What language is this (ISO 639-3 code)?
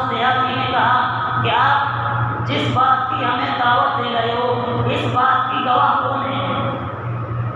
urd